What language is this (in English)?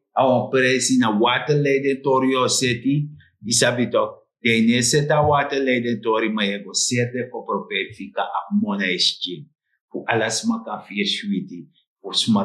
Sranan Tongo